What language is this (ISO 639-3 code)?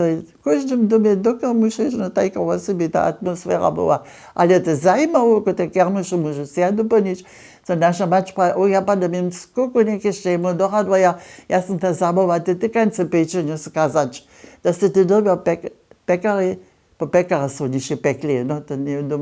hsb